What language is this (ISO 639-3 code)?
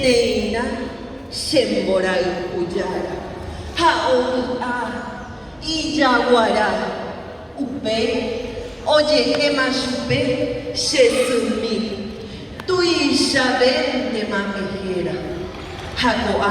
grn